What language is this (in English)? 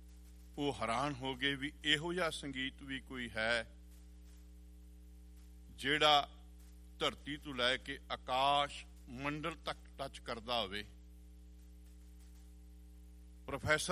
Punjabi